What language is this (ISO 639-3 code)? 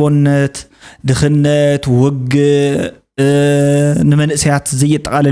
tir